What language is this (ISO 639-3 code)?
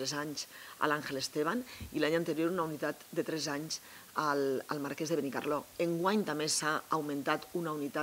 cat